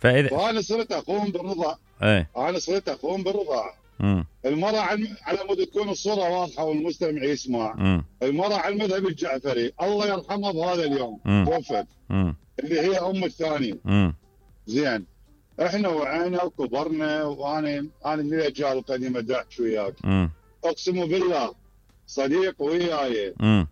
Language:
Mesopotamian Arabic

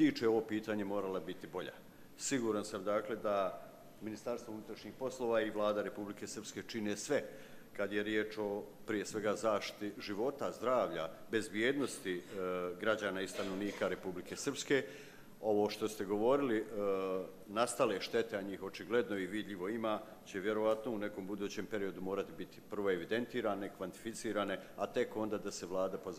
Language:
Croatian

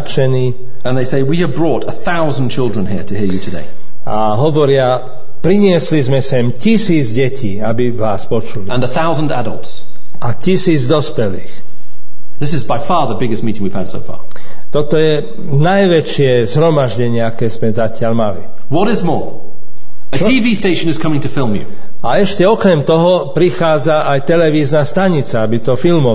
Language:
Slovak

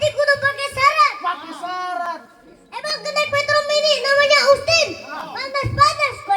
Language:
Betawi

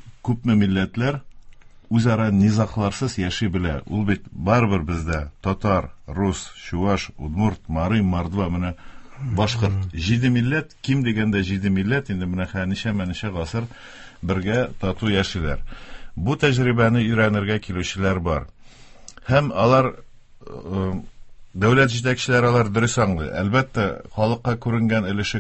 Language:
Tatar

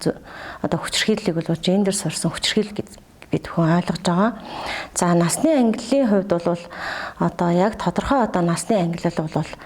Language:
Mongolian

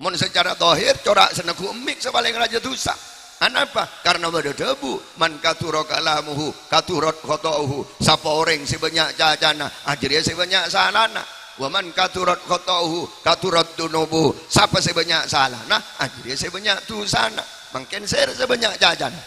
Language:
Madurese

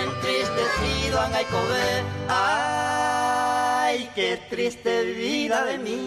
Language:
Guarani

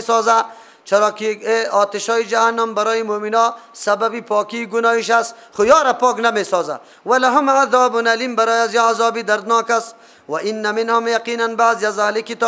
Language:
Persian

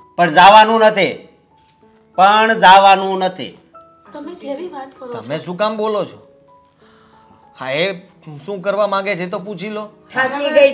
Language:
Gujarati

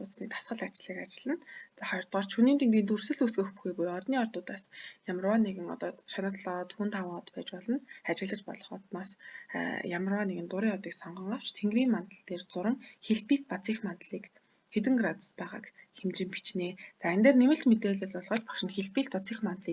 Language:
Mongolian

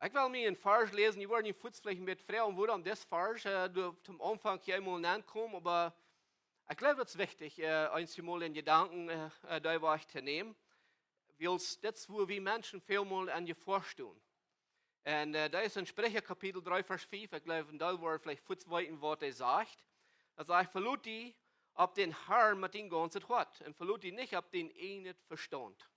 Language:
Plautdietsch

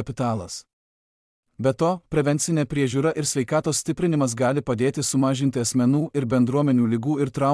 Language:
Lithuanian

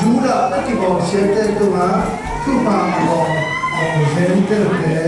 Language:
Tedim Chin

